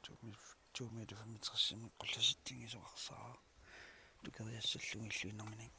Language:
Kalaallisut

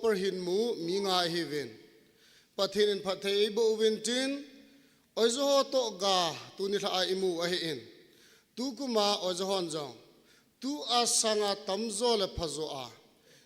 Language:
Thado Chin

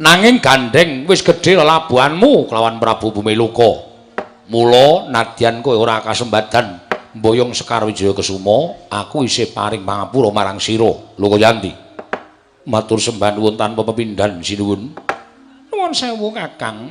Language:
Javanese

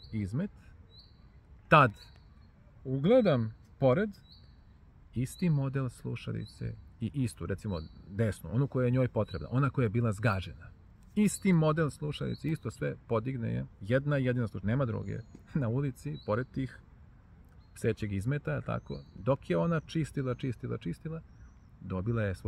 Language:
Serbian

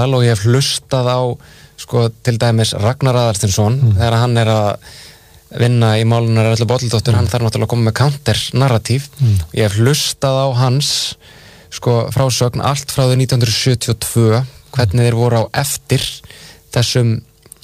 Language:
Icelandic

